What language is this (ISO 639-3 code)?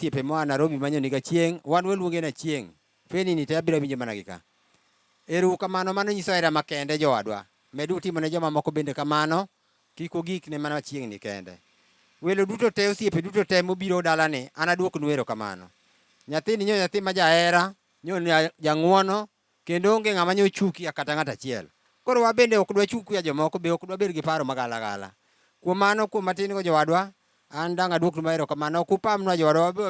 luo